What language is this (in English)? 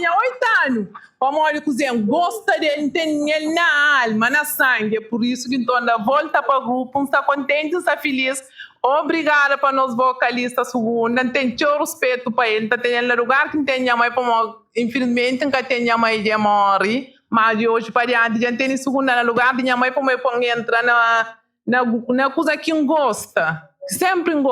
Kabuverdianu